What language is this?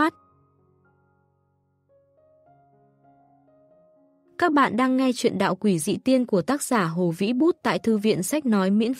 Vietnamese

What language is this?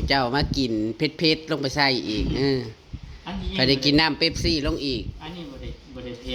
Northeastern Thai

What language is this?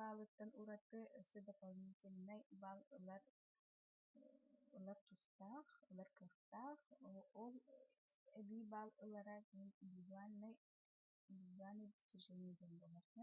Yakut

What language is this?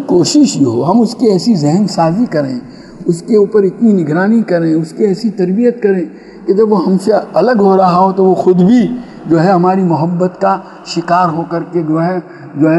Urdu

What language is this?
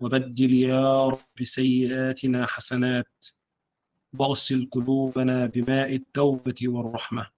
Egyptian Arabic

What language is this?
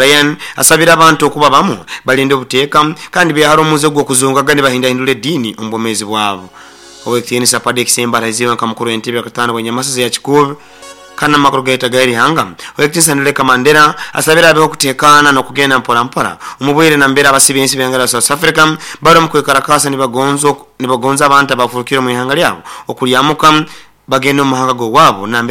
Nyoro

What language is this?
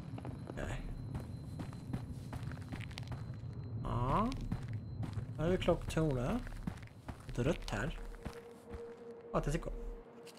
Swedish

